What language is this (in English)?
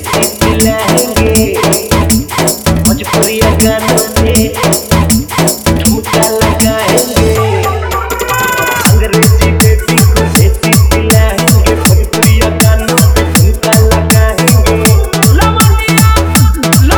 Bhojpuri